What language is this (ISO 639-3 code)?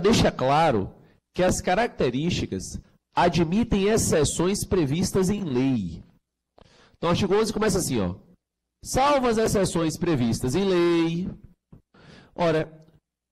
por